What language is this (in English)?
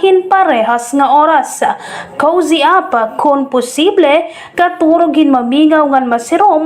Waray